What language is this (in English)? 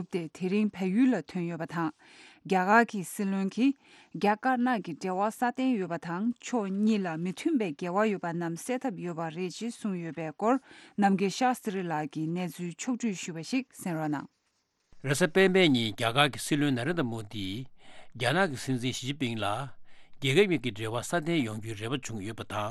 Tibetan